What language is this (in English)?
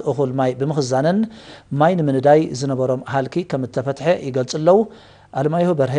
Tigrinya